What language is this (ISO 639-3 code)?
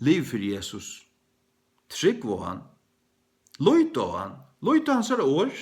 fao